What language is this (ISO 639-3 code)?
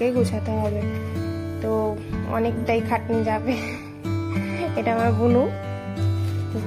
ben